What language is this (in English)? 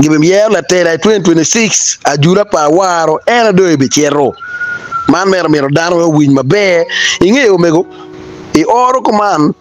Acoli